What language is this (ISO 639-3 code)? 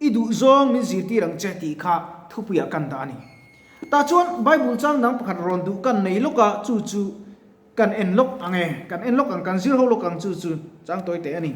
lus